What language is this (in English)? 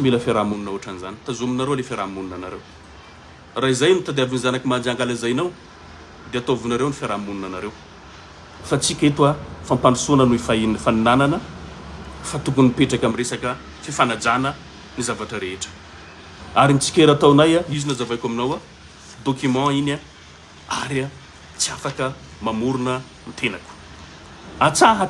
Malagasy